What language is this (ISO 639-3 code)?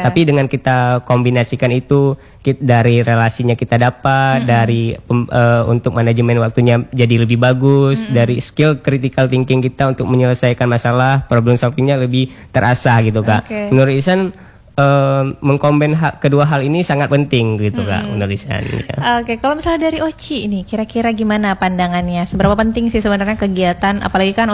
ind